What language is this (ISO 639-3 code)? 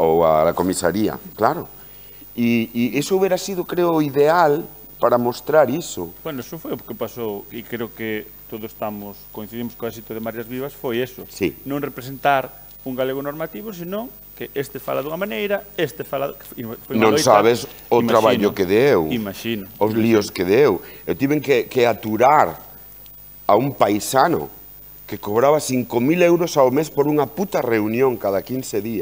glg